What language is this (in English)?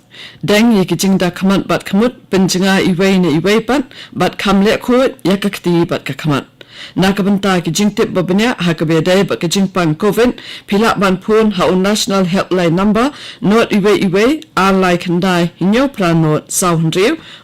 Khasi